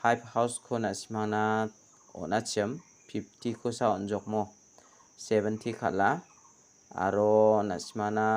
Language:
Garo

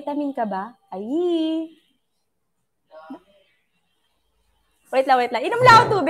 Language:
Filipino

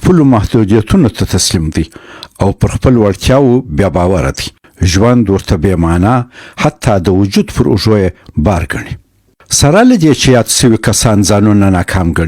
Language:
Pashto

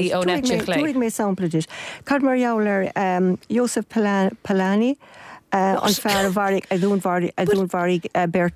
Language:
Irish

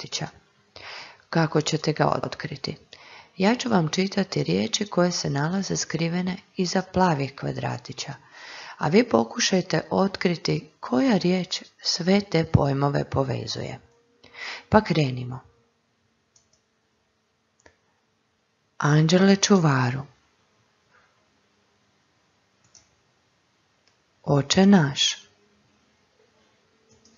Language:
Croatian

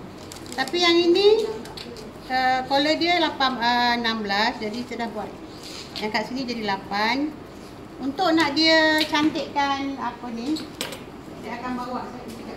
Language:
Malay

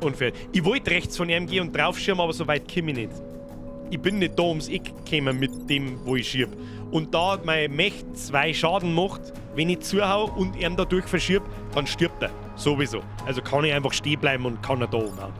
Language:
Bavarian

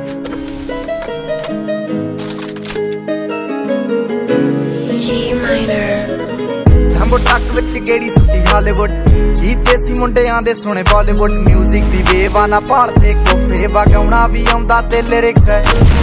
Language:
Punjabi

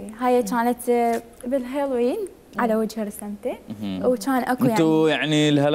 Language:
Mesopotamian Arabic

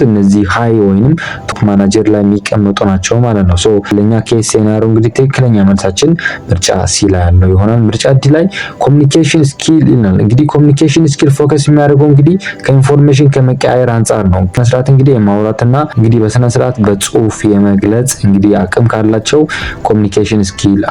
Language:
Amharic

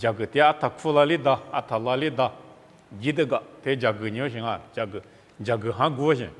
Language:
Lisu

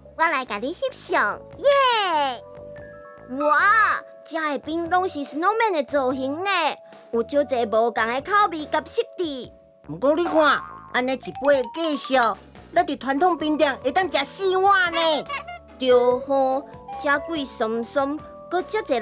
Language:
Min Nan Chinese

